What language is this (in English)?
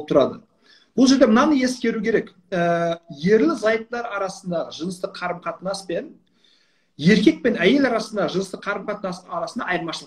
Kazakh